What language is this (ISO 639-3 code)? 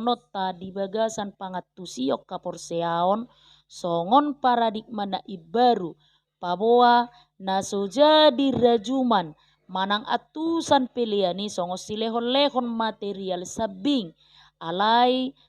bbc